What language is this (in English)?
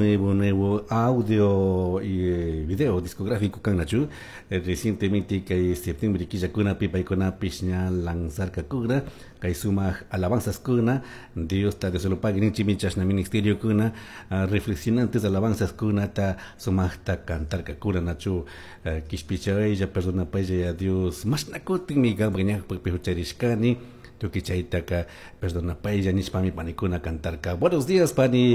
Chimborazo Highland Quichua